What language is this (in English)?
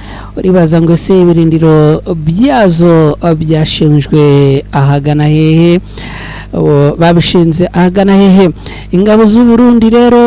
Kinyarwanda